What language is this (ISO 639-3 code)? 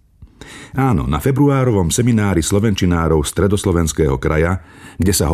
slk